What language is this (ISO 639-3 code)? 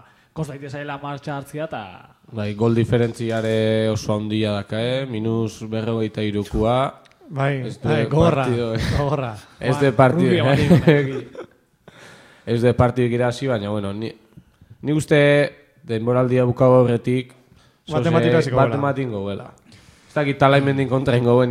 eus